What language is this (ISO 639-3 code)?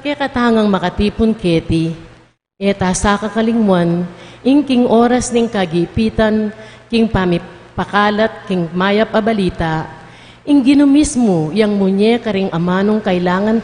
pam